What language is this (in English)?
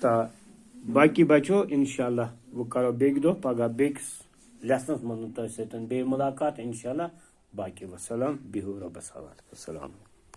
Kashmiri